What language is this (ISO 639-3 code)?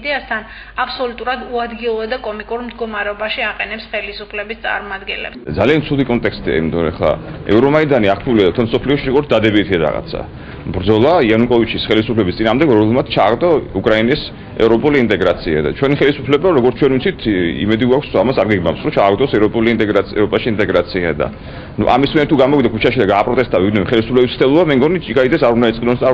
kat